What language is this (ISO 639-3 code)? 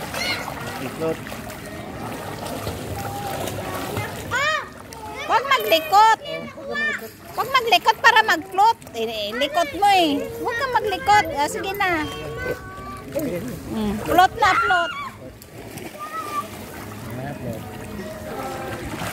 fil